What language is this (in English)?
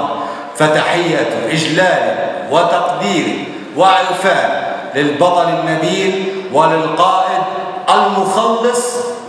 Arabic